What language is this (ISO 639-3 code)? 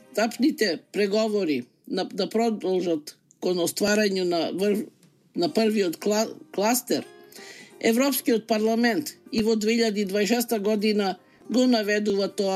mkd